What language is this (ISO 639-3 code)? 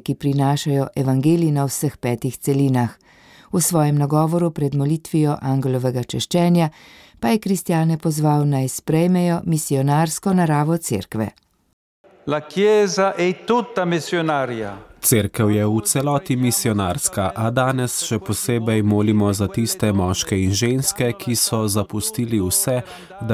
slv